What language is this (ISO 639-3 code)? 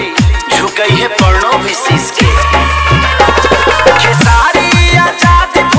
bho